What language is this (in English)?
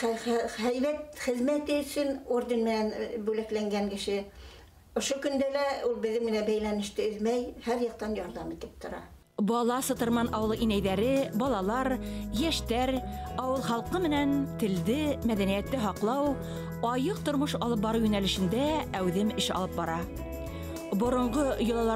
Bashkir